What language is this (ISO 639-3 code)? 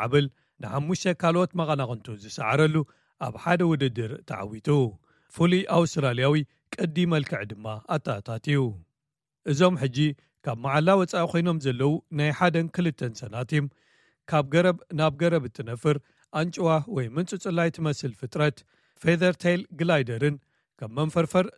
tir